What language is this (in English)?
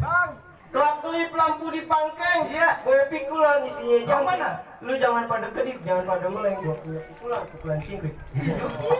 Betawi